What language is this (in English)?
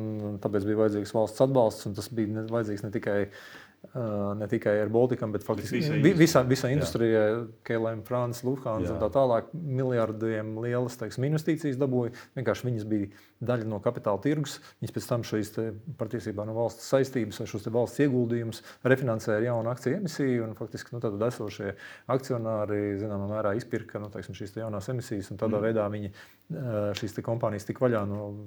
Latvian